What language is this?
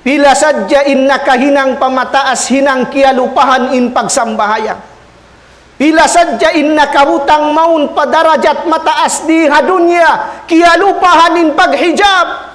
Tausug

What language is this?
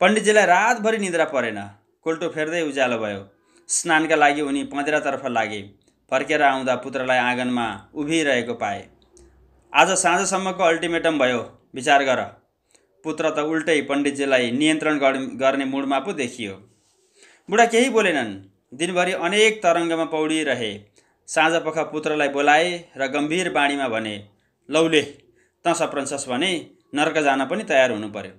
Nepali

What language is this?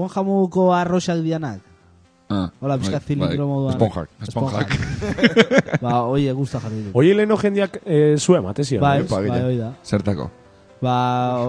Basque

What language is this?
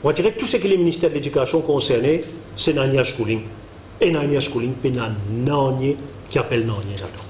Morisyen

